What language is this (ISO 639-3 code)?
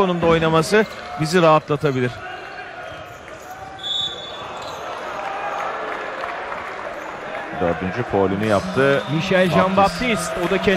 tur